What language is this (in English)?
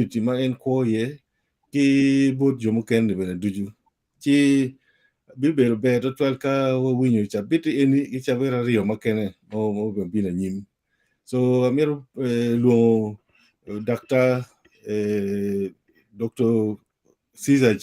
Acoli